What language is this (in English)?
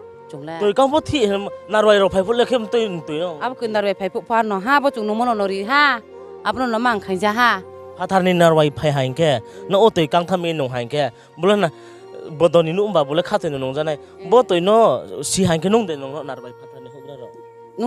Riang (India)